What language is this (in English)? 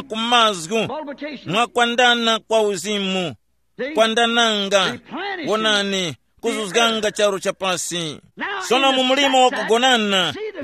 Tumbuka